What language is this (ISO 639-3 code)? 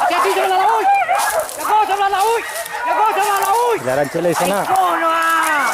min